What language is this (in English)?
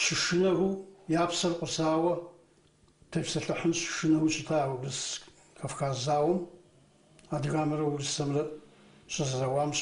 Kabardian